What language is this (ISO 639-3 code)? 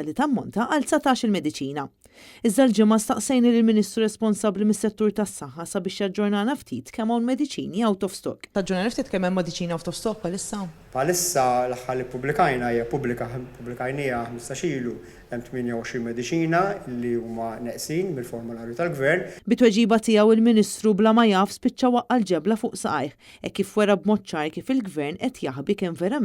mlt